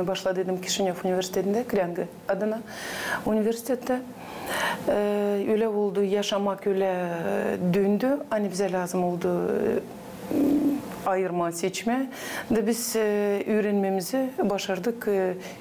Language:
Gagauz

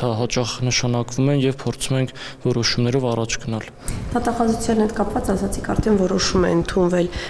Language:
Armenian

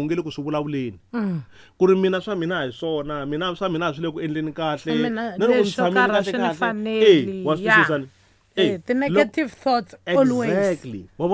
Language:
Tsonga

